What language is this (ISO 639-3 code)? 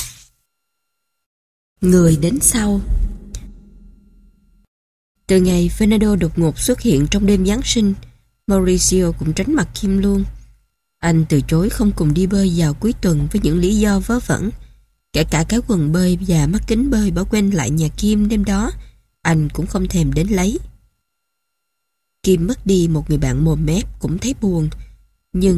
vie